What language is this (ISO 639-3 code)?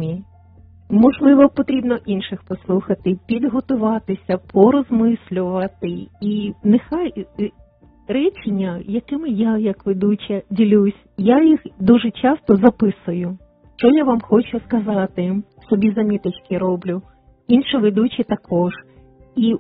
ukr